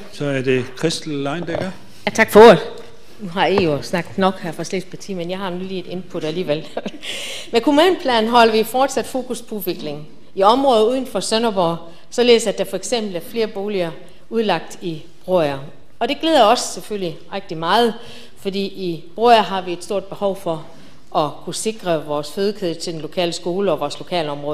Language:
Danish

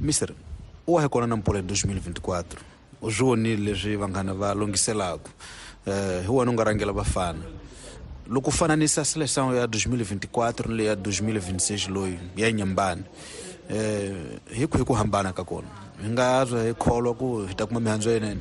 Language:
Tsonga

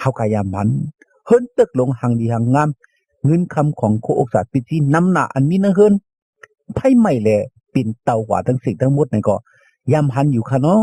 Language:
Shan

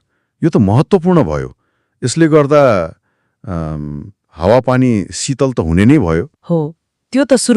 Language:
Nepali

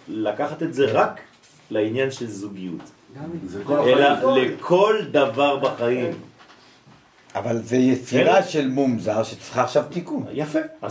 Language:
Hebrew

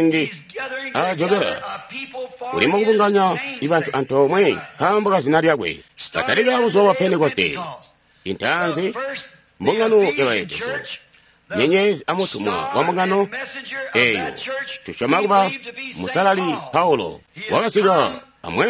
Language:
Tonga (Zambia)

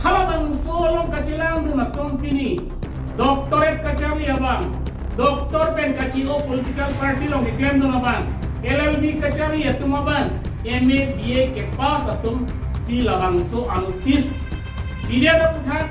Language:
Karbi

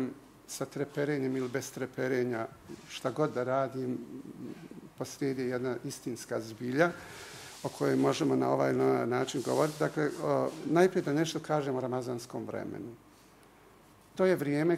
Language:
Bosnian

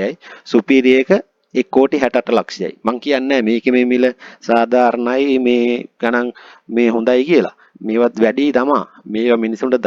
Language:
Sinhala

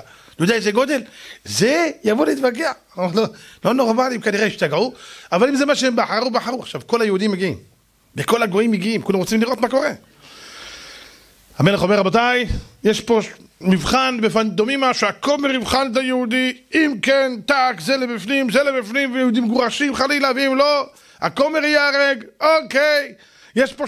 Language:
Hebrew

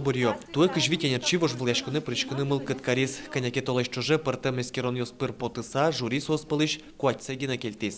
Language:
Udmurt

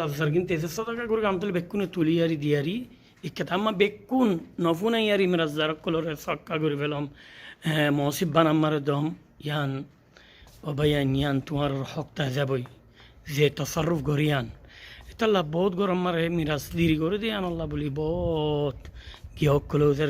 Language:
Rohingya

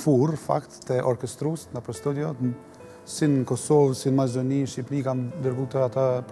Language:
Albanian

